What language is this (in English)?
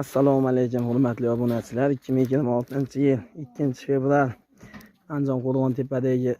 Uzbek